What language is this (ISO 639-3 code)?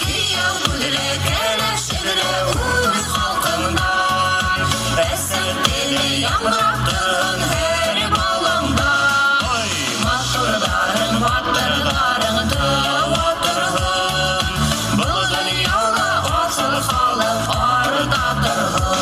bak